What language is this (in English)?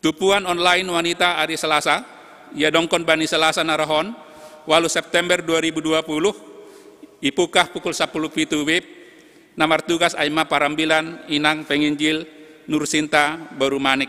Batak Simalungun